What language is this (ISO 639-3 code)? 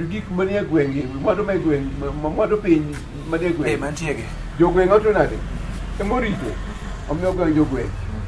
luo